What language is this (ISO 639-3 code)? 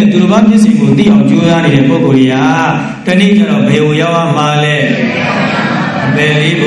mya